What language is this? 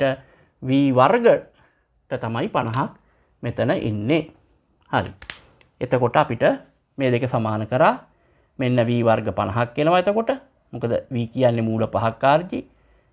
Sinhala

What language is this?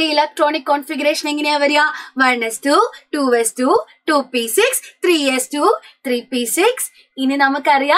Malayalam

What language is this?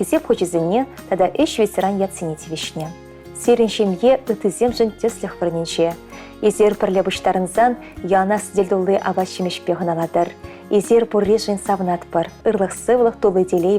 Chuvash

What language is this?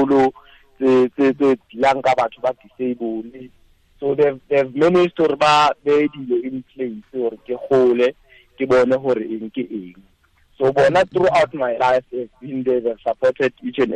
Tswana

